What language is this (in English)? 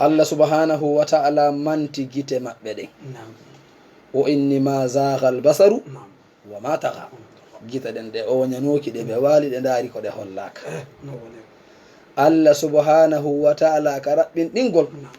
Fula